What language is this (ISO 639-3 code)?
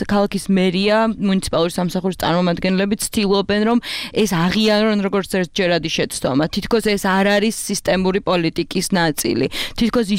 kat